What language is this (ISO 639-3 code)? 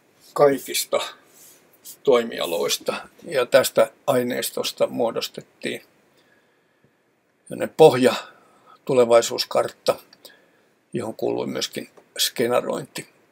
fin